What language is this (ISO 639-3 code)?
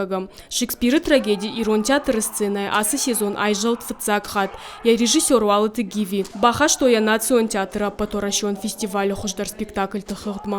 oss